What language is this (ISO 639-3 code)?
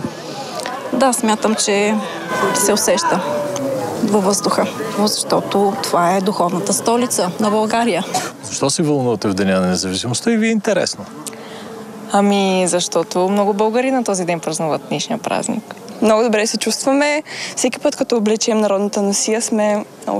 bul